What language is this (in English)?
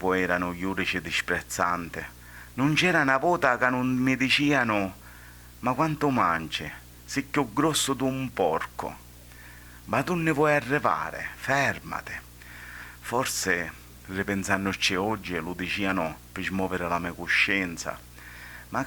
Sicilian